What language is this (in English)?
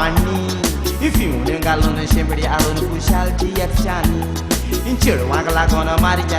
Konkani